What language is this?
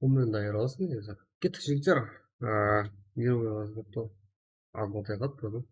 Kara-Kalpak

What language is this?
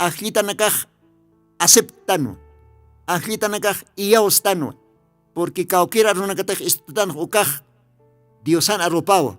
Aymara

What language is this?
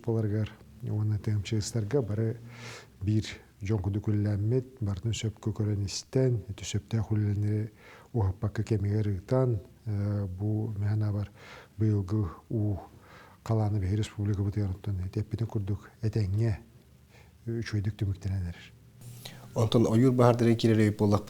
Yakut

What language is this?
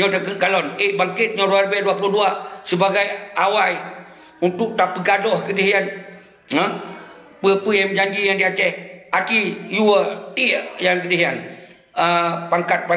Achinese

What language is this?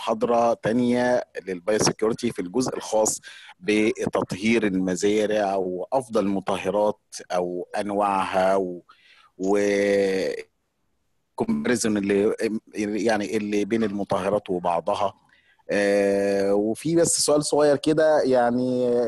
Egyptian Arabic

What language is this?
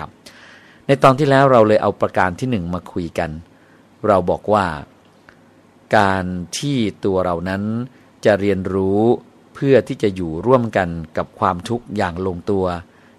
Thai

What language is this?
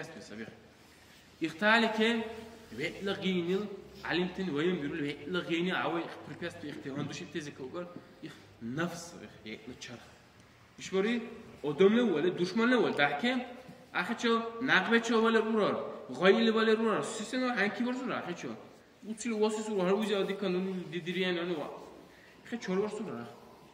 Dargwa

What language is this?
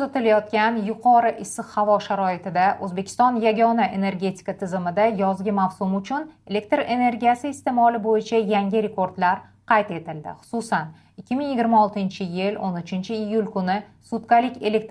Uzbek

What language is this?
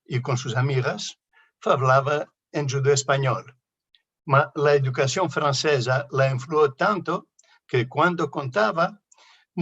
Ladino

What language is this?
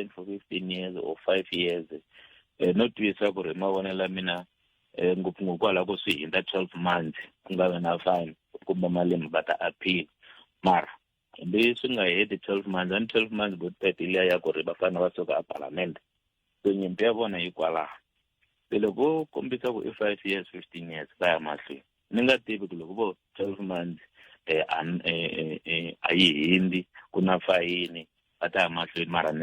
Tsonga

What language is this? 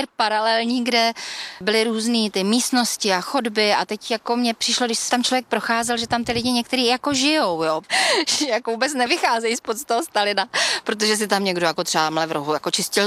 Czech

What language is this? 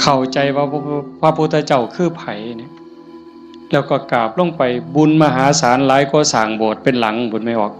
Northeastern Thai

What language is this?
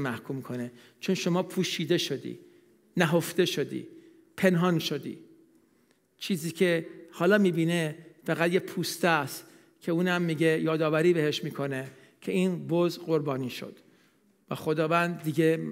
Persian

